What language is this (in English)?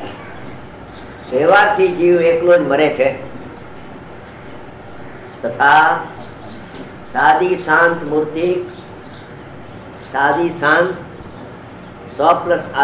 Gujarati